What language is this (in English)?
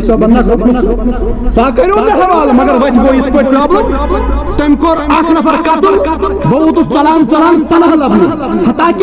Kashmiri